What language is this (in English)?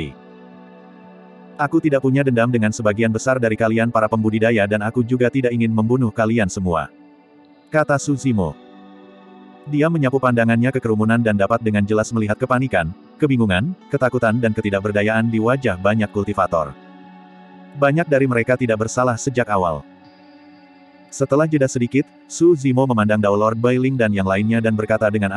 Indonesian